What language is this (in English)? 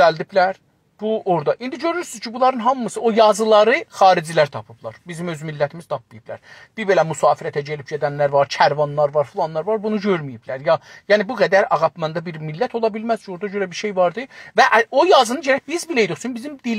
South Azerbaijani